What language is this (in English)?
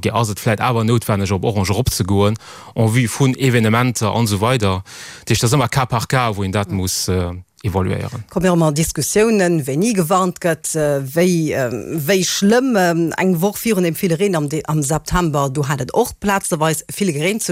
Luxembourgish